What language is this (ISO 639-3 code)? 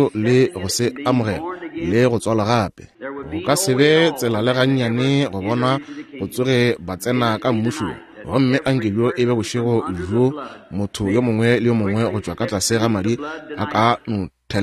nso